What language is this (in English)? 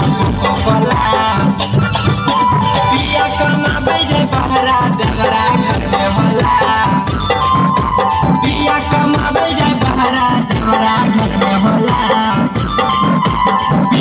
Bhojpuri